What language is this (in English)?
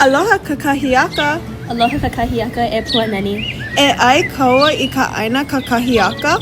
Hawaiian